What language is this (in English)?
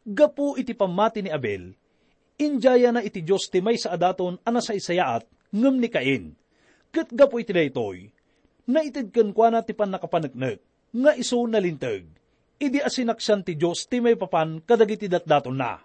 Iloko